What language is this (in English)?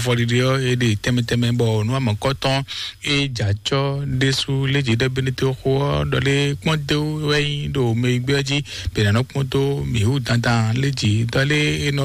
Fon